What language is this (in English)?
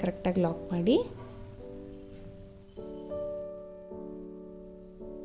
Kannada